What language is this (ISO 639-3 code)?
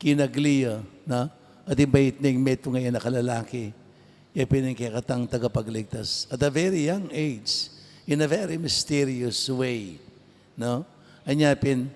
pam